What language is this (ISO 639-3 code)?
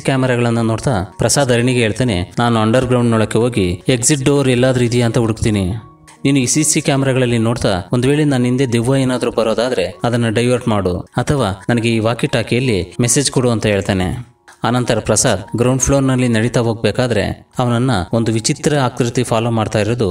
kan